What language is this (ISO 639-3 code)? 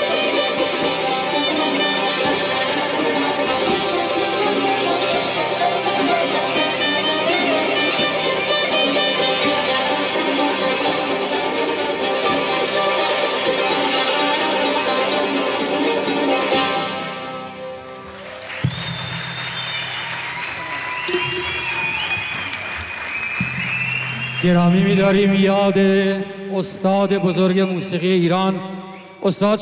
fas